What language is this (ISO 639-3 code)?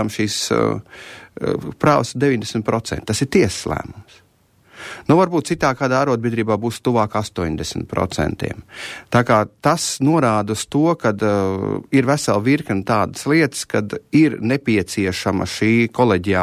lav